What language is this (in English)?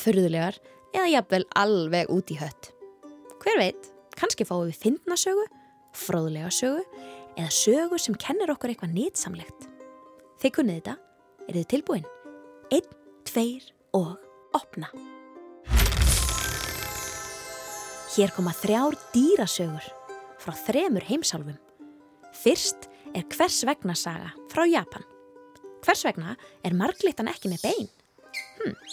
Icelandic